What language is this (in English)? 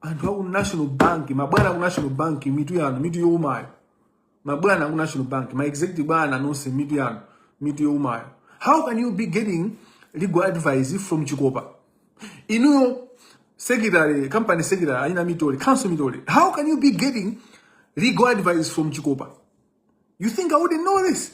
Nyanja